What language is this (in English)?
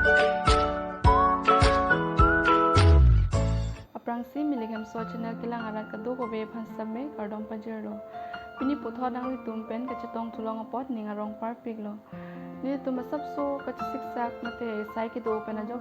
Karbi